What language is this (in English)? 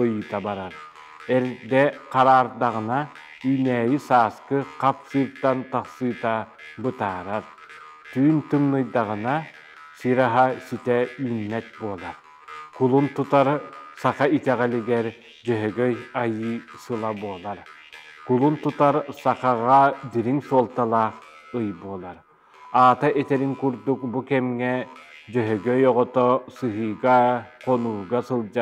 Yakut